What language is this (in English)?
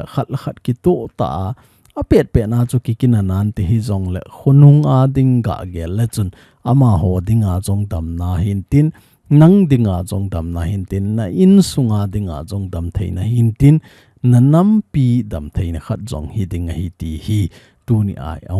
Thado Chin